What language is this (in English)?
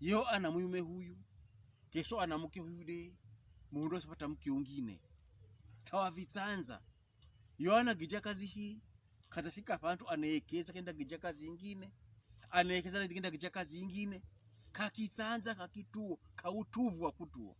Pokomo